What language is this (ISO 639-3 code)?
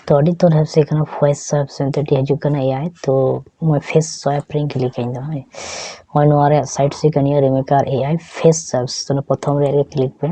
sat